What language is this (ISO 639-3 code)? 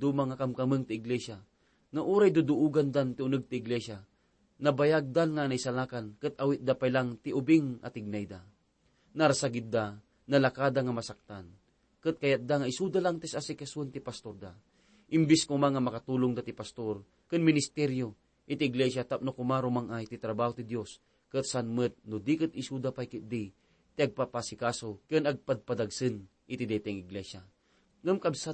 ilo